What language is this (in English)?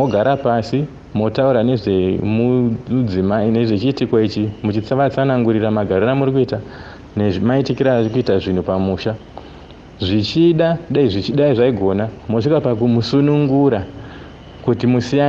Shona